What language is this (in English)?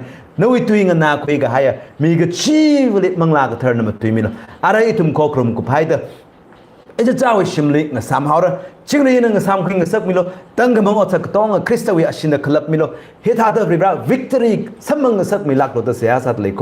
Tangkhul Naga (India)